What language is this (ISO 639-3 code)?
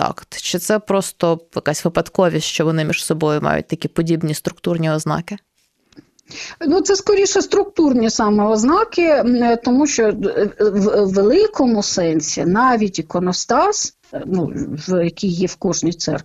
ukr